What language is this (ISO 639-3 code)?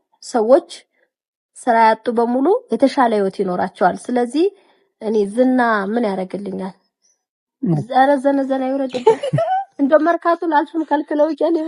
amh